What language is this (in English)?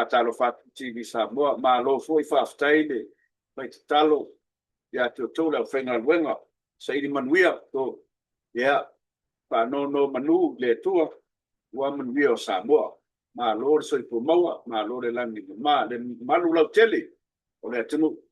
Samoan